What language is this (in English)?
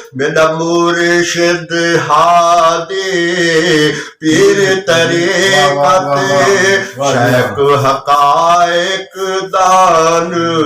Saraiki